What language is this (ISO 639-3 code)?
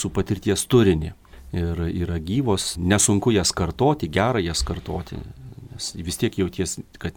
lit